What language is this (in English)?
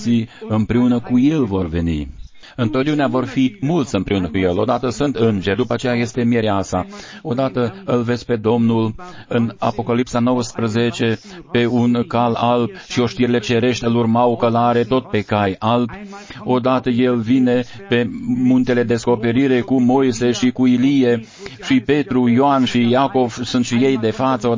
Romanian